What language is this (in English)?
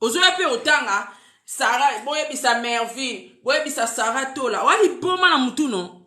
Lingala